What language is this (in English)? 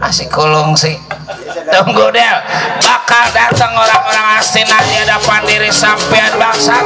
Betawi